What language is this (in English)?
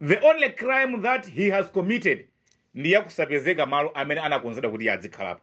Nyanja